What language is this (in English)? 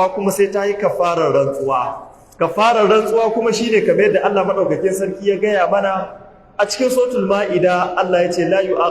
Hausa